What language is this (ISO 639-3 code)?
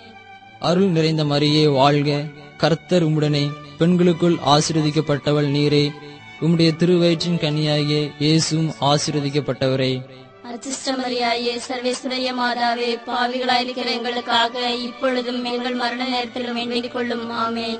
tam